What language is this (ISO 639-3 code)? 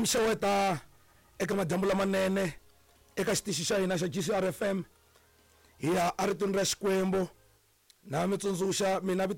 tso